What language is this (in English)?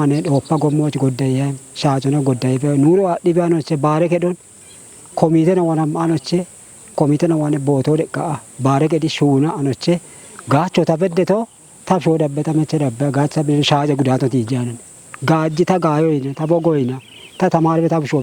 Kafa